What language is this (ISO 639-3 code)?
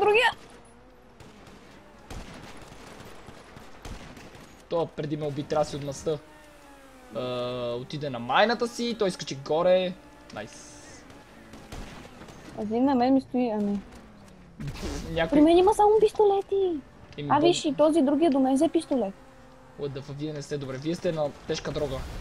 bul